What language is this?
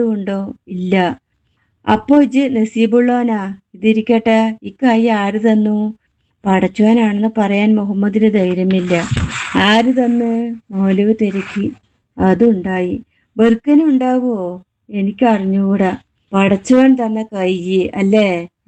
Malayalam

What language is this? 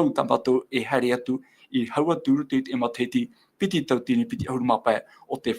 Tahitian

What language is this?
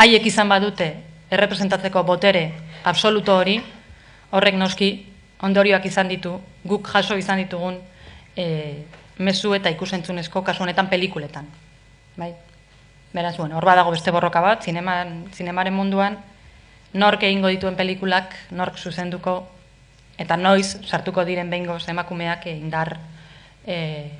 Basque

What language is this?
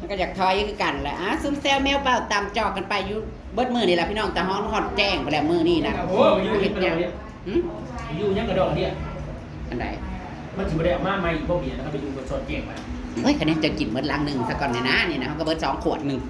Northeastern Thai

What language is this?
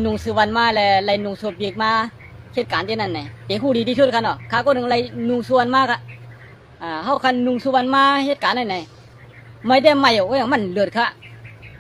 Shan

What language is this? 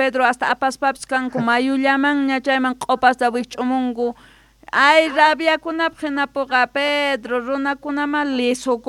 Quechua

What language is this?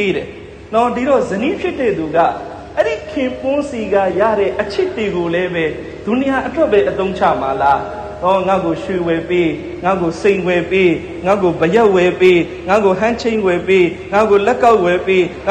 Burmese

